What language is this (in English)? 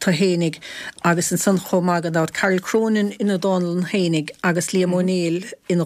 Irish